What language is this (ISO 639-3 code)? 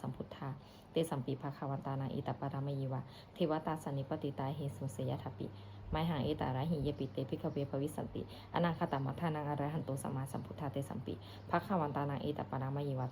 pli